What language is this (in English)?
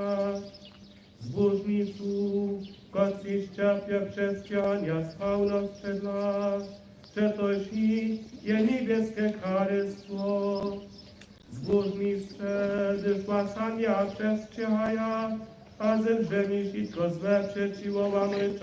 Upper Sorbian